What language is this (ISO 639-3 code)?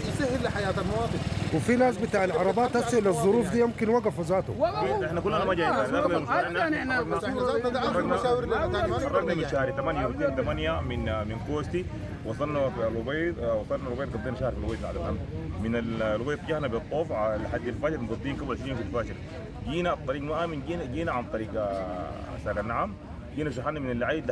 apd